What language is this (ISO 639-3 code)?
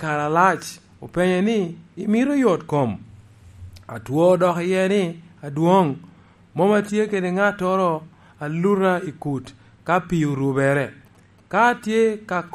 laj